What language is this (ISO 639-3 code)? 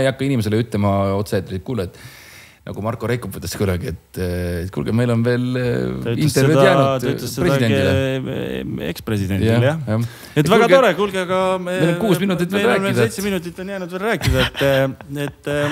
est